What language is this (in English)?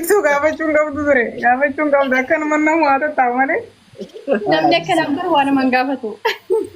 Oromo